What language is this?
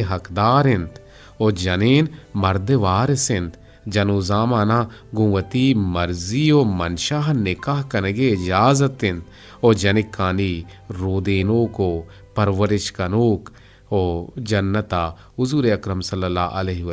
Eastern Balochi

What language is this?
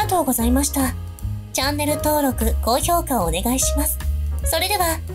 Japanese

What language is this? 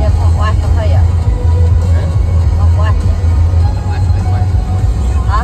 Central Mnong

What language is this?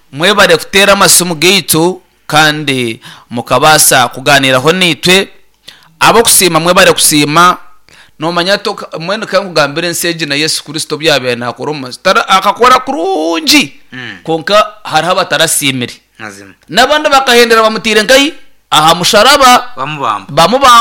Nyankole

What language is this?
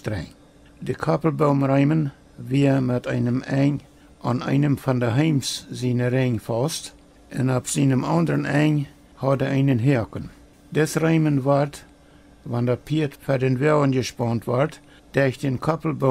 Plautdietsch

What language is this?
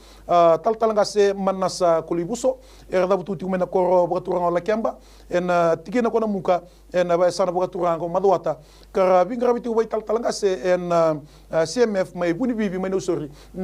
Fijian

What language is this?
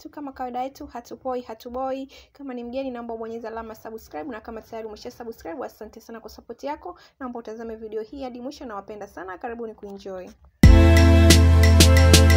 Swahili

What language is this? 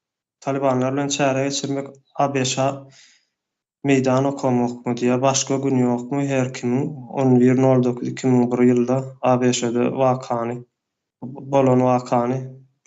Turkmen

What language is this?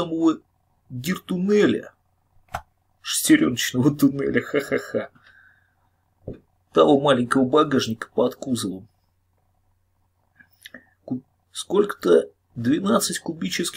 Russian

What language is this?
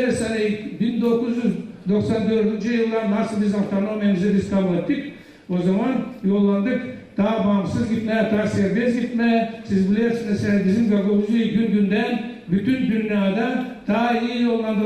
Gagauz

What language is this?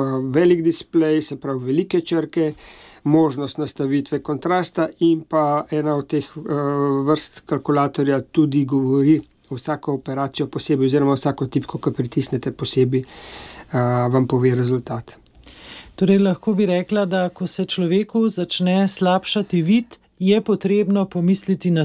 Slovenian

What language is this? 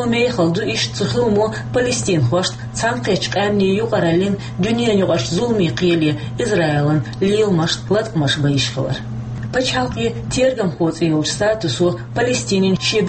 Chechen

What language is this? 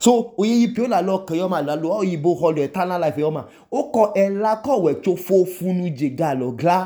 Idoma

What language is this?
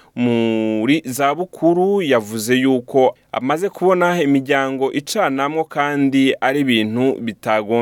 Rundi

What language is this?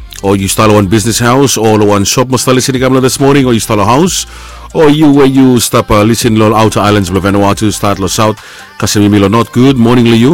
Bislama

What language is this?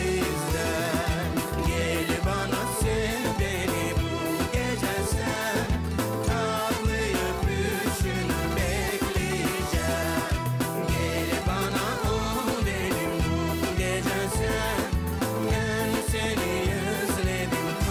Gagauz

